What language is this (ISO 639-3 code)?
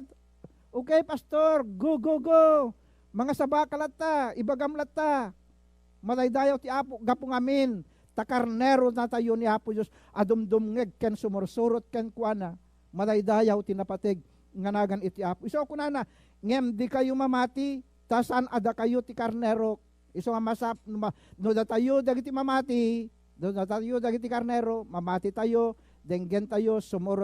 ilo